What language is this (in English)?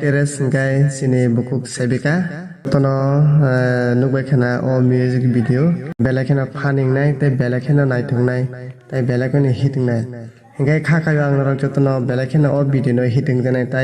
Kok Borok